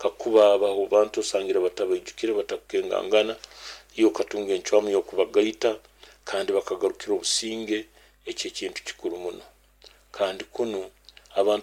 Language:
Nyoro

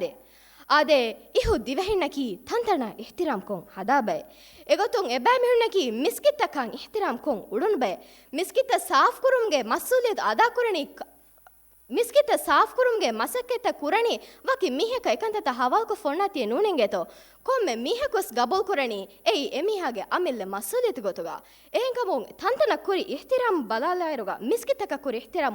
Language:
Divehi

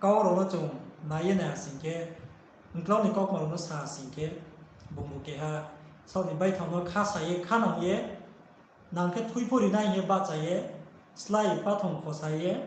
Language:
Riang (India)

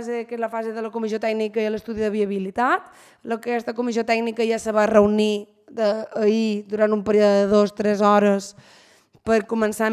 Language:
Catalan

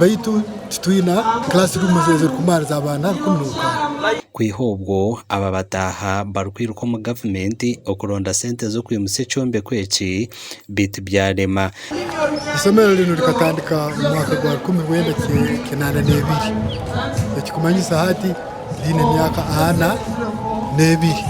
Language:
Nyankole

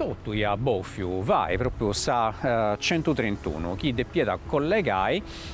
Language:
Sardinian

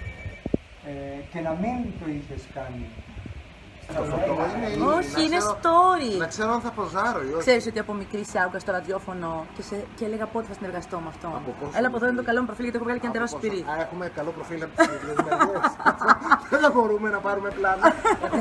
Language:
Greek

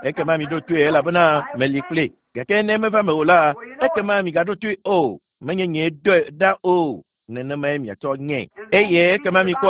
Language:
Ewe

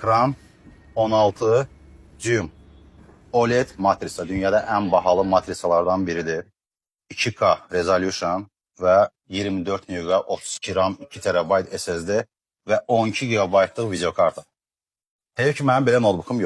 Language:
Azerbaijani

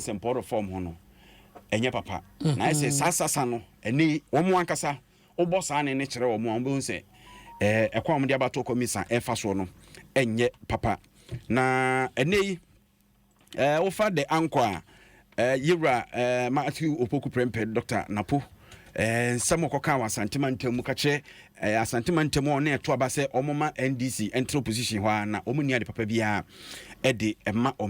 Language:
Akan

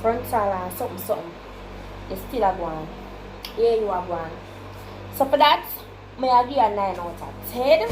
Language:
Jamaican Creole English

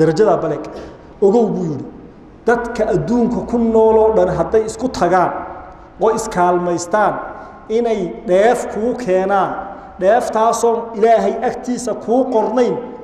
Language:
Somali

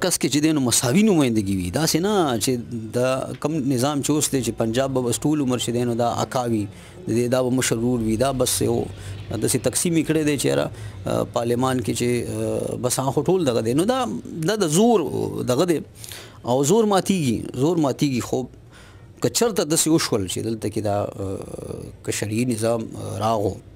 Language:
Pashto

